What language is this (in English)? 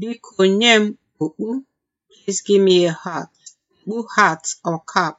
Igbo